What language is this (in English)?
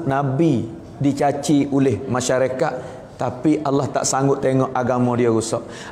Malay